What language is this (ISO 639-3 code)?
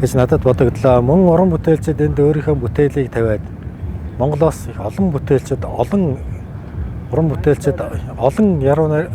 mon